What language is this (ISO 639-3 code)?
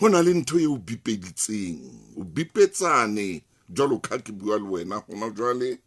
sot